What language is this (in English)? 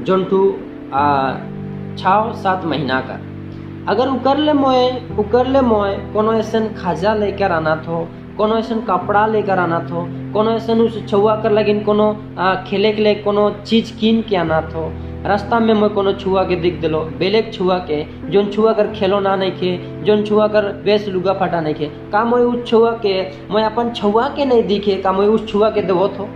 Sadri